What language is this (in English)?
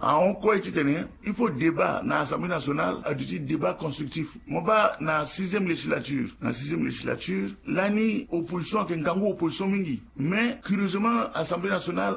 Sango